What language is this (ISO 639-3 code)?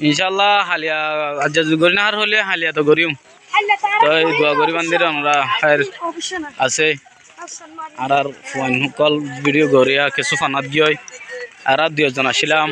rhg